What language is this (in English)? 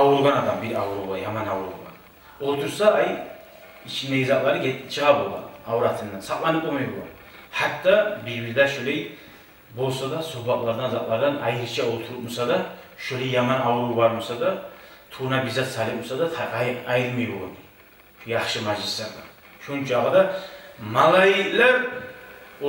Kumyk